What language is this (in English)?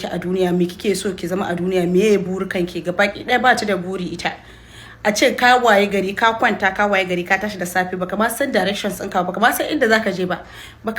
Hausa